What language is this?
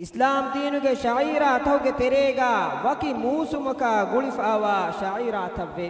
Divehi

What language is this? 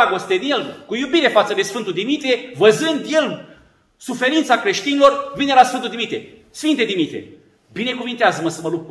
Romanian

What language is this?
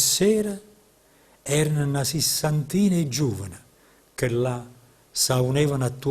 Neapolitan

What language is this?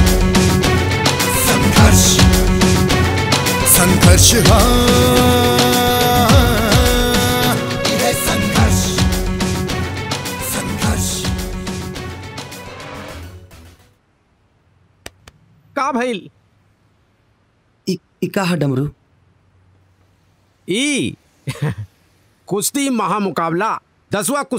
Bhojpuri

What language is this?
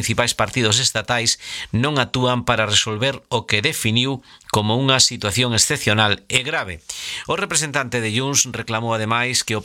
Galician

